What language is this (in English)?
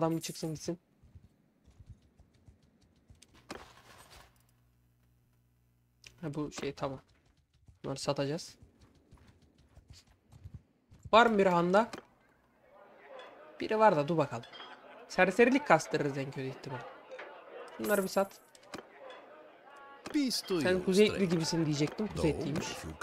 Turkish